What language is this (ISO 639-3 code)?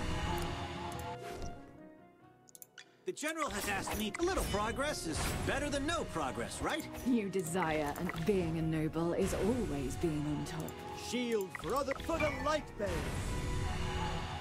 fra